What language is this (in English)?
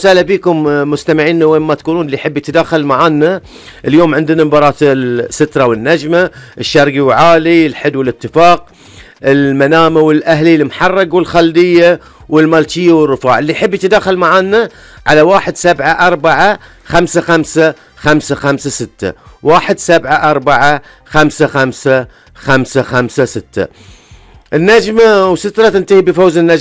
Gulf Arabic